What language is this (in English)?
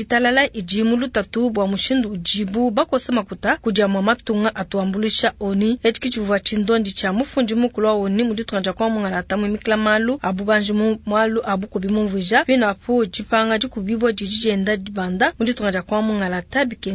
Luba-Lulua